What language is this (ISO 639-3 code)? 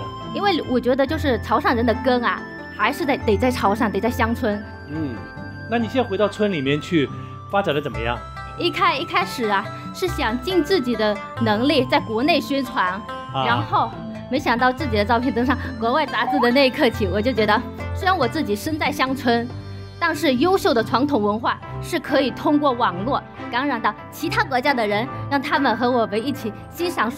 zho